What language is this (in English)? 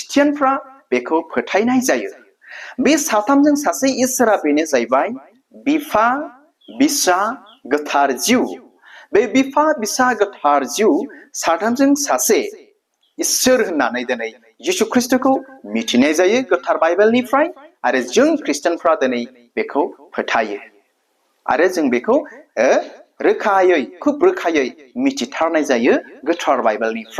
Bodo